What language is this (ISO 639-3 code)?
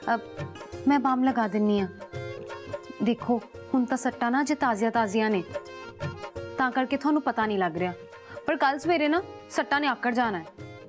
pan